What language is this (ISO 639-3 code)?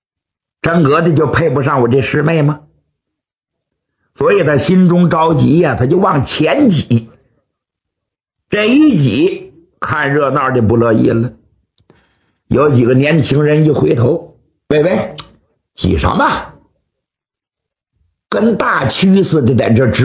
zho